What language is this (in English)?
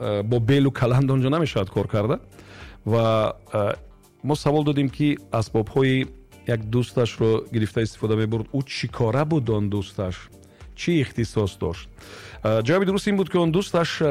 Tajik